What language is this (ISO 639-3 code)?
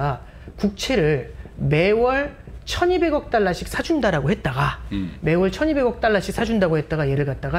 kor